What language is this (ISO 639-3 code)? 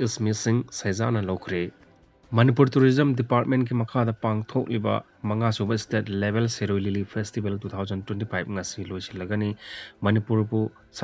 mni